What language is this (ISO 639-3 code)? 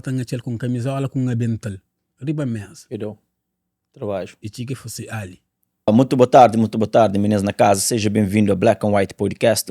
kea